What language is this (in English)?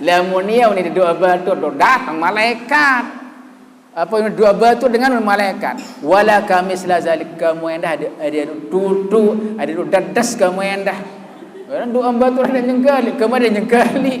Sasak